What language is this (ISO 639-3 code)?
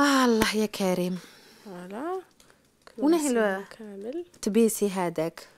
arq